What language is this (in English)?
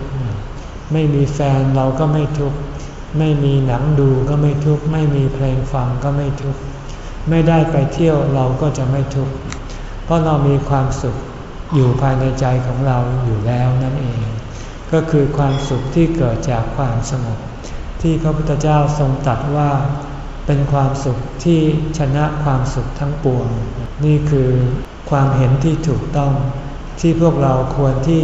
Thai